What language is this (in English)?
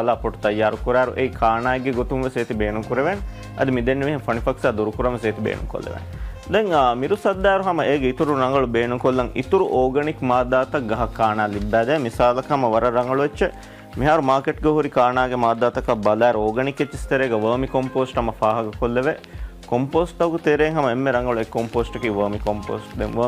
Divehi